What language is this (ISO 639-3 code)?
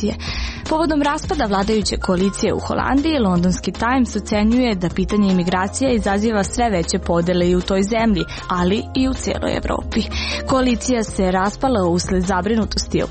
srp